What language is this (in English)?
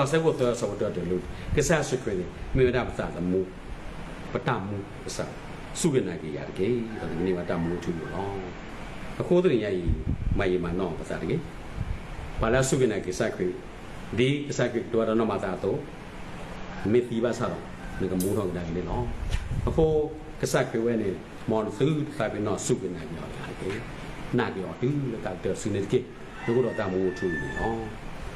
S'gaw Karen